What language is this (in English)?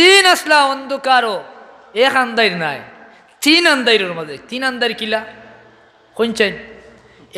Sylheti